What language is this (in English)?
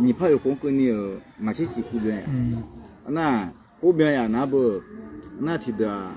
Akha